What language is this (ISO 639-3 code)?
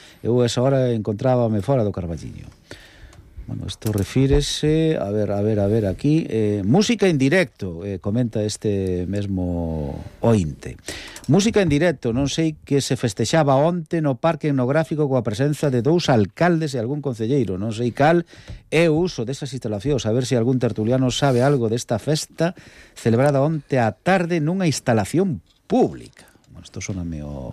glg